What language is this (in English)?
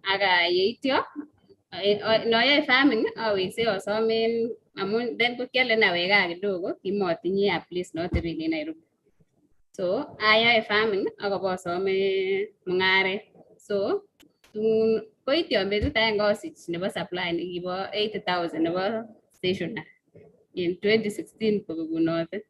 Kalenjin